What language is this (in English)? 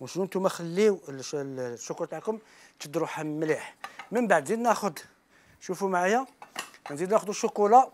Algerian Arabic